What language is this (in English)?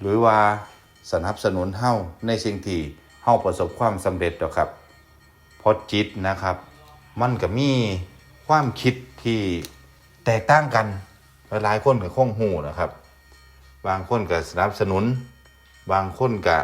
Northeastern Thai